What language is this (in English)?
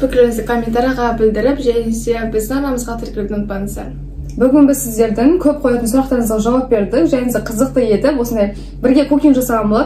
Kazakh